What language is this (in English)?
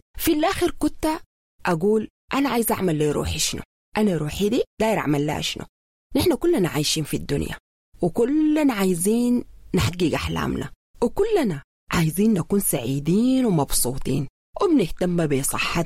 Sudanese Arabic